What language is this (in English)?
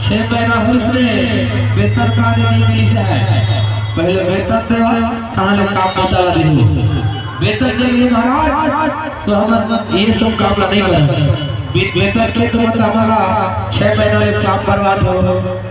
Chhattisgarhi